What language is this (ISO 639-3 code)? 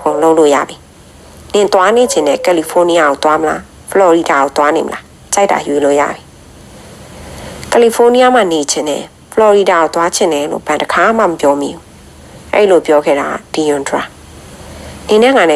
mya